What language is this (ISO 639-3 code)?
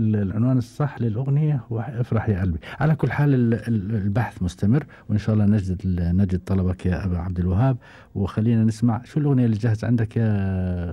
afb